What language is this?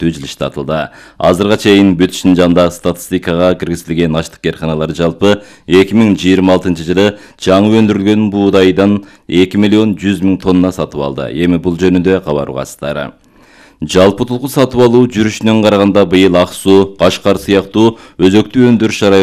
Kyrgyz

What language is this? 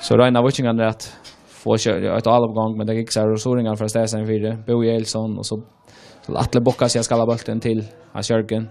Faroese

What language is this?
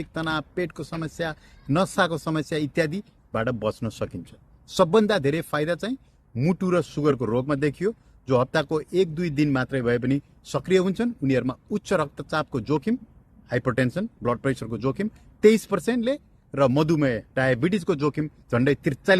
Nepali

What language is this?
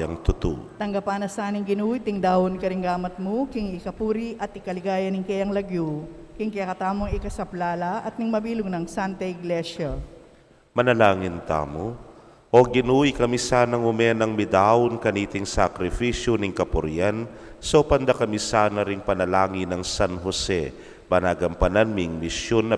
Pampanga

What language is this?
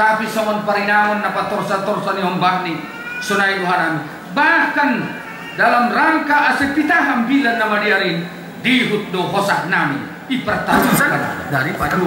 Batak Simalungun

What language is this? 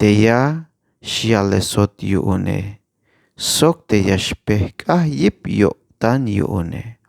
Tzeltal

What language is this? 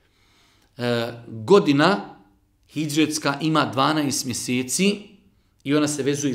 Bosnian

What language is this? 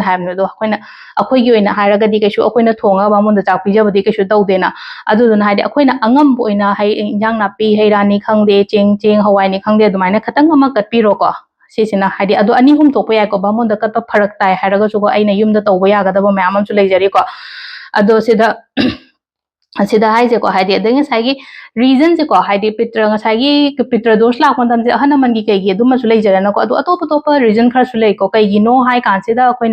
Manipuri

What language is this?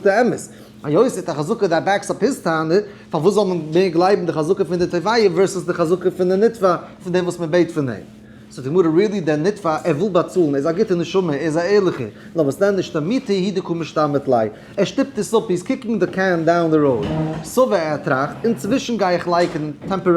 Yiddish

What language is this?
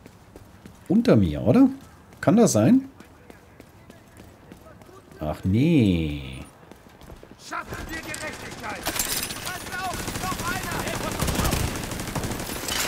German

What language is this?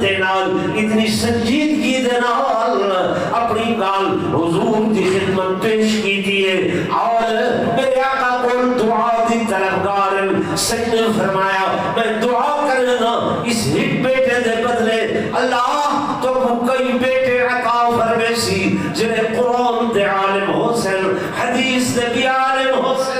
Saraiki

